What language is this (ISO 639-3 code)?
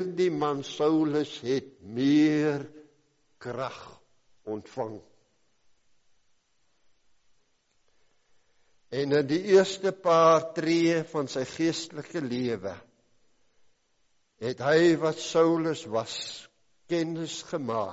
afr